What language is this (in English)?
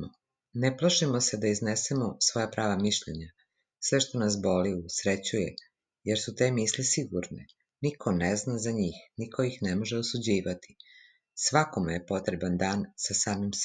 Serbian